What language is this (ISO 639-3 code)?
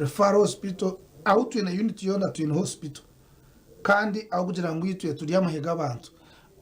nyn